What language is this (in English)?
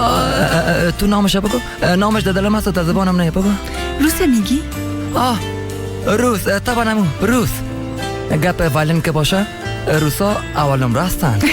Persian